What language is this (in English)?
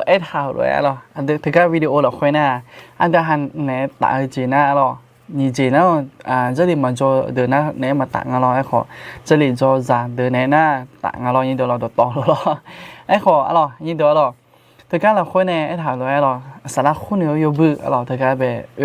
Akha